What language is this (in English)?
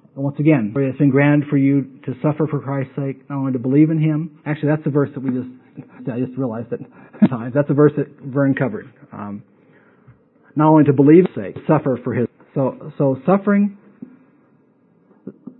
English